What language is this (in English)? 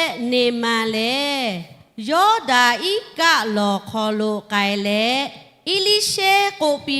Lahu